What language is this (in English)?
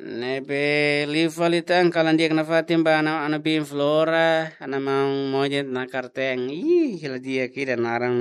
Tetum